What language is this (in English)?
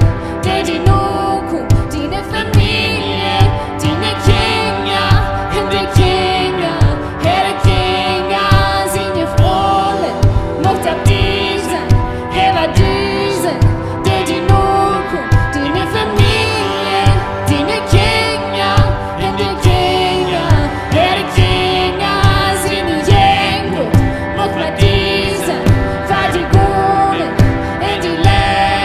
Plautdietsch